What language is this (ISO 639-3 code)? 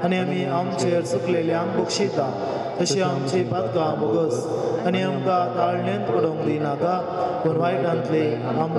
kok